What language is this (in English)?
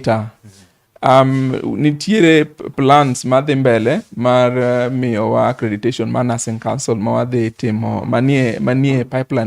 Luo (Kenya and Tanzania)